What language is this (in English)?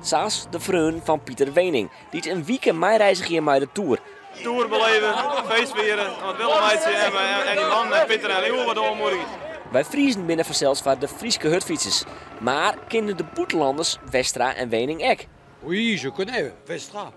Western Frisian